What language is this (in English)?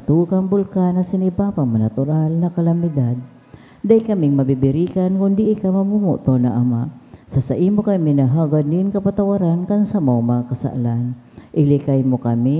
Bikol